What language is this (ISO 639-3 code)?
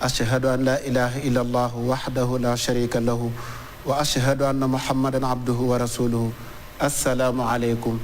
wol